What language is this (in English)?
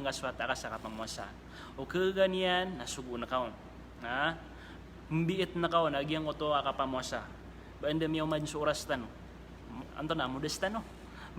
Maranao